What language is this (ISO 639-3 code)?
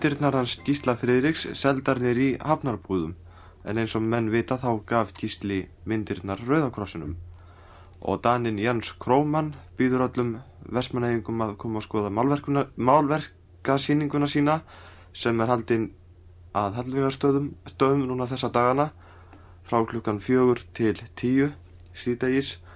isl